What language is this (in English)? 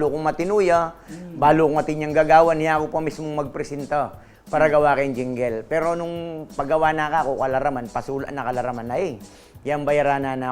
Pampanga